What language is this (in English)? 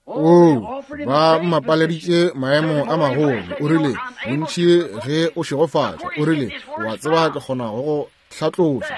Northern Sotho